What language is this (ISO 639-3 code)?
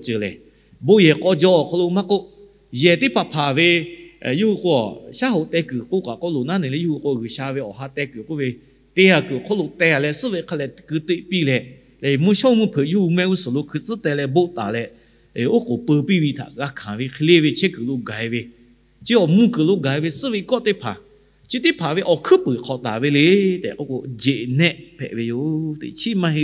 lhu